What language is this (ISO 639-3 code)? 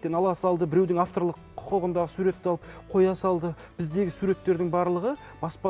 kaz